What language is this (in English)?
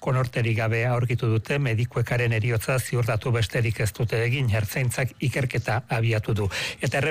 Basque